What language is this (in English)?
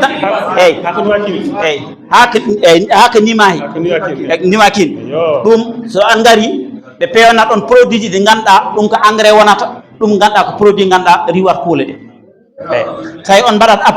Fula